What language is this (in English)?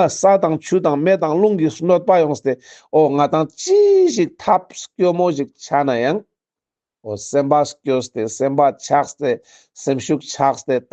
Ladakhi